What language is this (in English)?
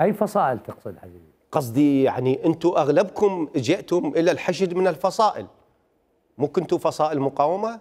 Mesopotamian Arabic